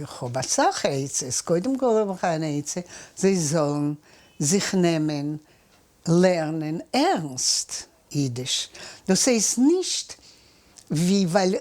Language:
Yiddish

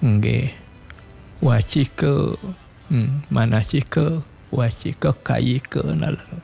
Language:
Balinese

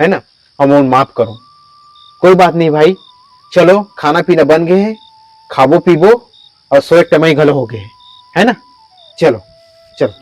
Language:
Chhattisgarhi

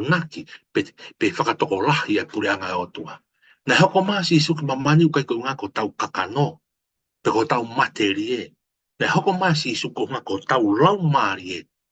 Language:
Tongan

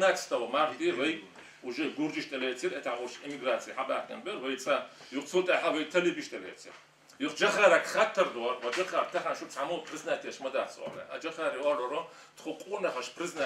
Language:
Chechen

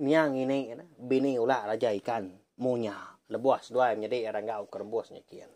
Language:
Iban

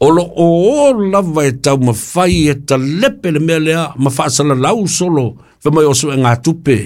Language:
Samoan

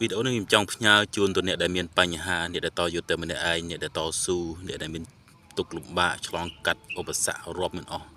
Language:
Khmer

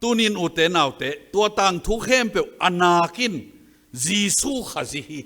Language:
Tedim Chin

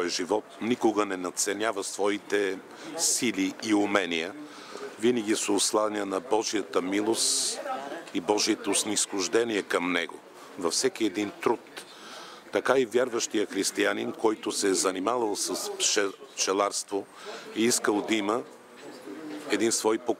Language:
Bulgarian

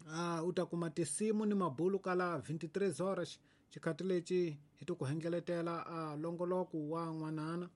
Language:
Tsonga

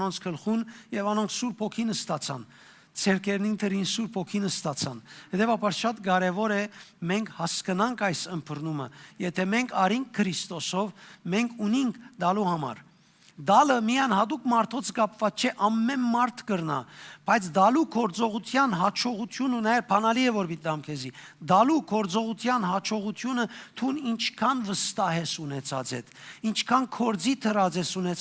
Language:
Western Armenian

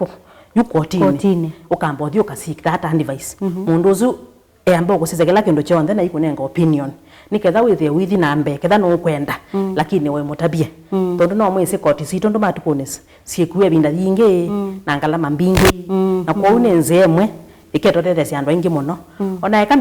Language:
Kamba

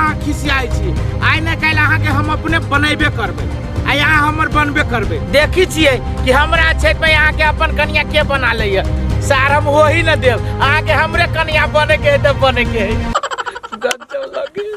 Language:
Maithili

